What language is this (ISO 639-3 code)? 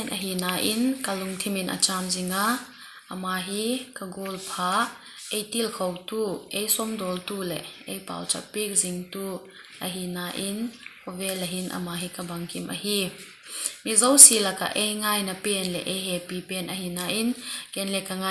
vap